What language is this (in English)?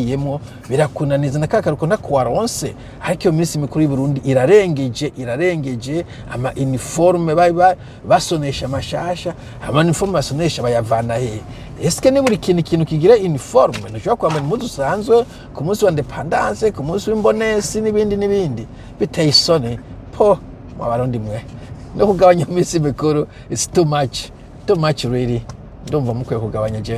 Rundi